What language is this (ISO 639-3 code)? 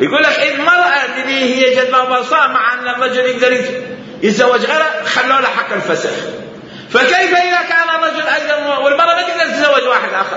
acm